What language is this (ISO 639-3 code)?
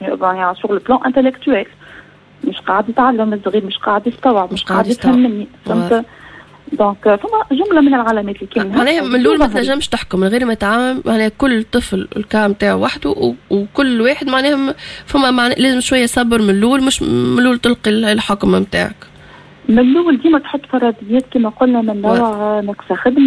aeb